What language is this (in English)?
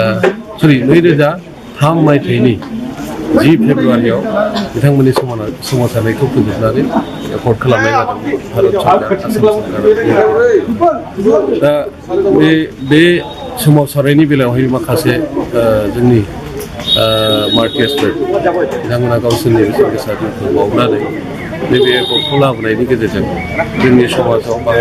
Bodo